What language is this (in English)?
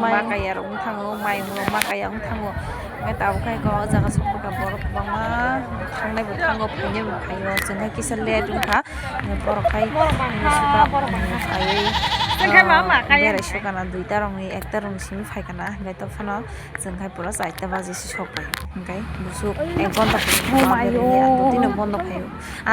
Kok Borok